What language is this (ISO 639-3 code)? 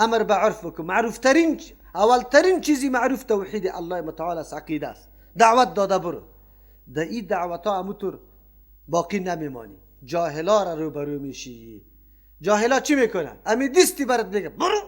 fas